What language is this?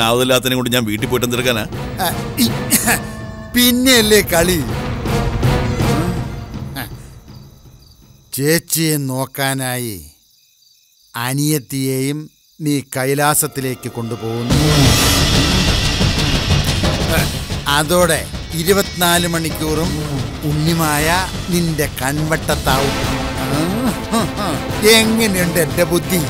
Malayalam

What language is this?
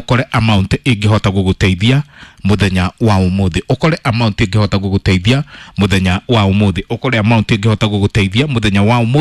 Kikuyu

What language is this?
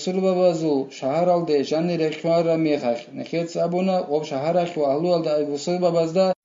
Avaric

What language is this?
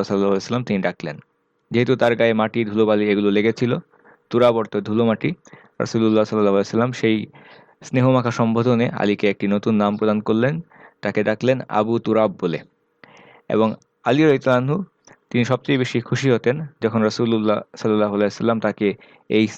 Bangla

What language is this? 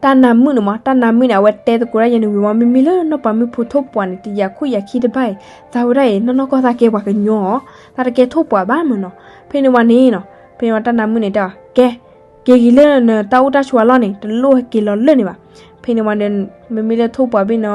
S'gaw Karen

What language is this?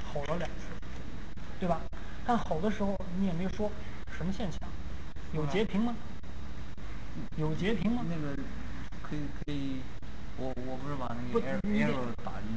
Chinese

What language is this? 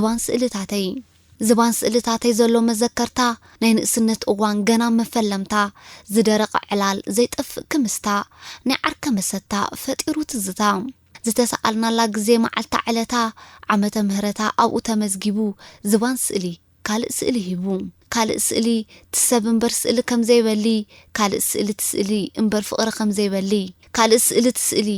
Tigrinya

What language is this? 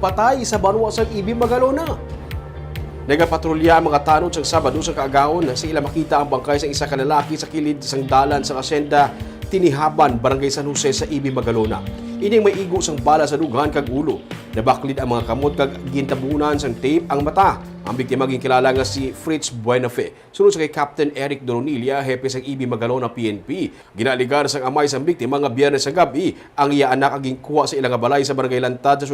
Hiligaynon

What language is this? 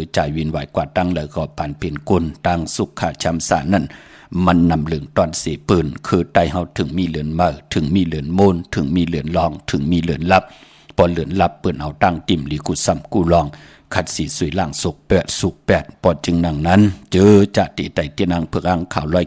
Shan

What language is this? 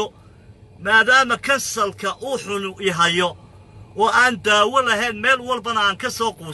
Somali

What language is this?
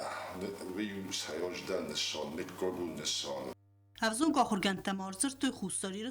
Ossetic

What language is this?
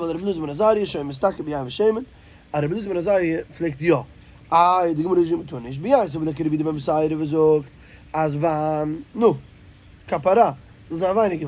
Yiddish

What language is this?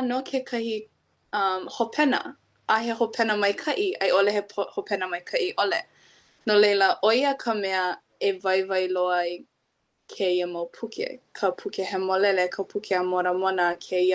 Hawaiian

